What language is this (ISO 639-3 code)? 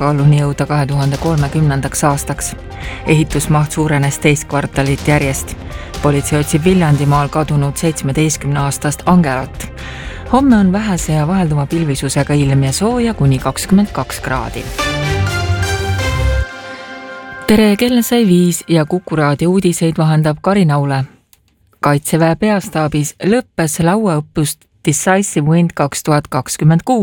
est